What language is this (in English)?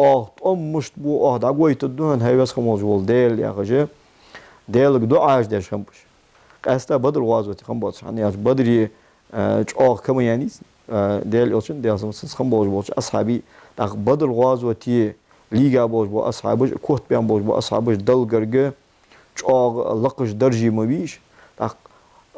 Ingush